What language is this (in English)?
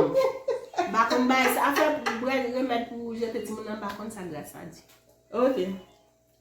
Haitian Creole